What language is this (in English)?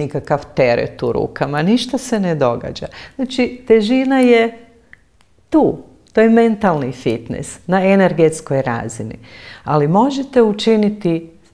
Croatian